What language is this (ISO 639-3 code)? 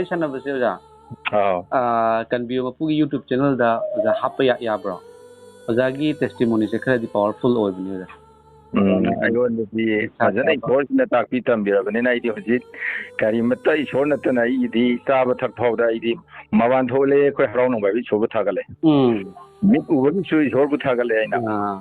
mni